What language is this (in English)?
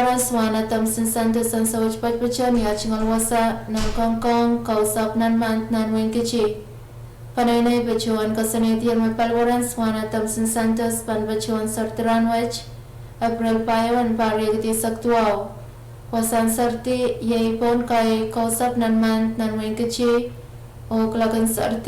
Pohnpeian